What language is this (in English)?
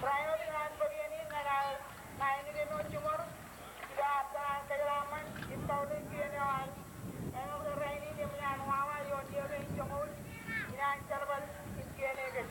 Marshallese